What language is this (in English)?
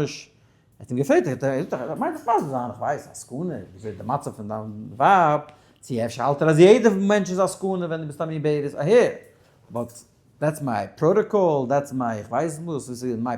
Yiddish